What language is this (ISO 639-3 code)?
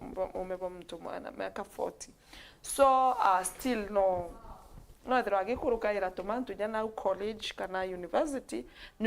mer